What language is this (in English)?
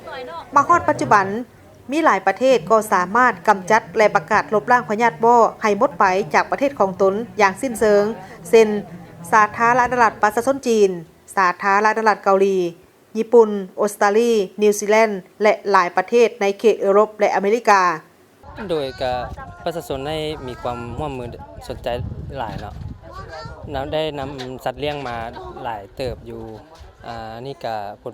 Lao